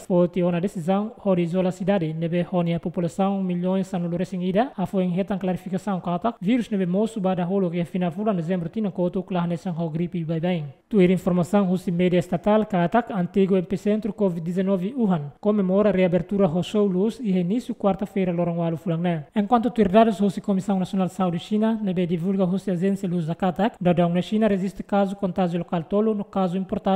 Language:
Tetum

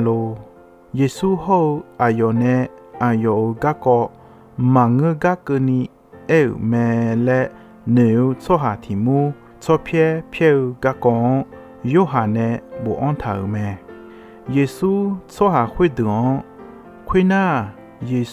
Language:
Akha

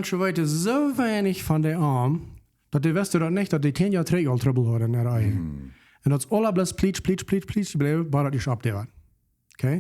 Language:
Plautdietsch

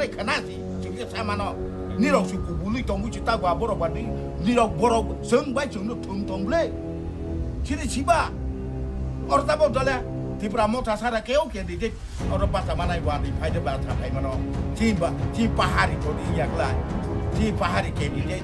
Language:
Kok Borok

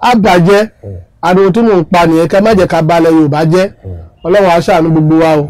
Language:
Yoruba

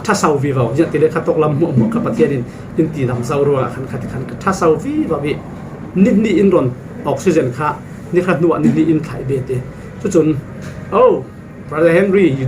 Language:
Falam Chin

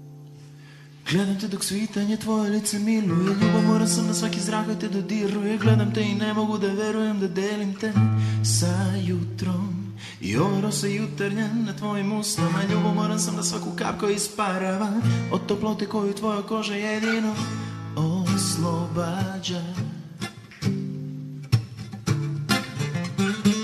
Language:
Serbian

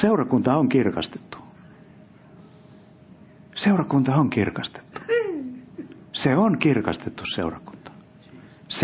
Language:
Finnish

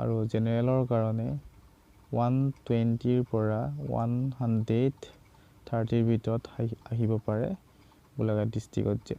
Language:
Assamese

